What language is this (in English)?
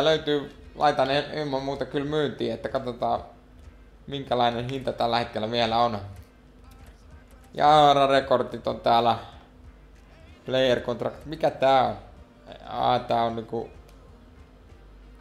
Finnish